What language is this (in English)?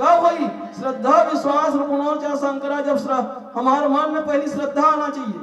Chhattisgarhi